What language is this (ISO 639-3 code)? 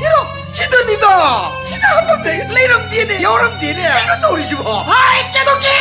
mni